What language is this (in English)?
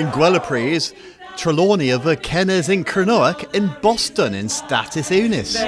Cornish